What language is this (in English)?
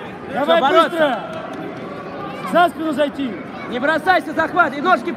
Russian